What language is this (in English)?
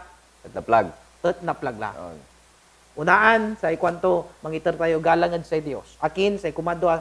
Pangasinan